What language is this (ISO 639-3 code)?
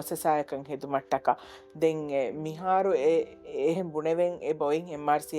div